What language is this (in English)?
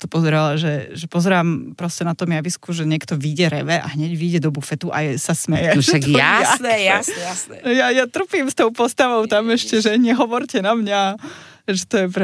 Slovak